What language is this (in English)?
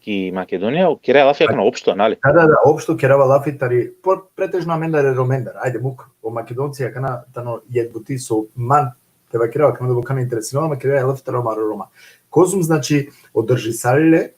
Balkan Romani